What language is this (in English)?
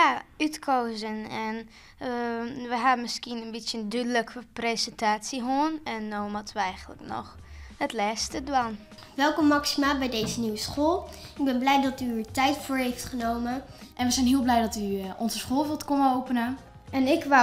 Western Frisian